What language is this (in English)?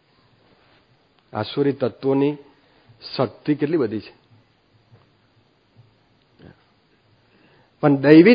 Gujarati